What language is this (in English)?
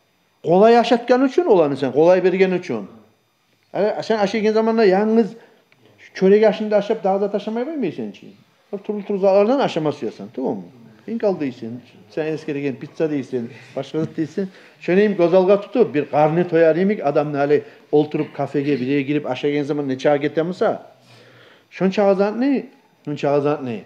Kumyk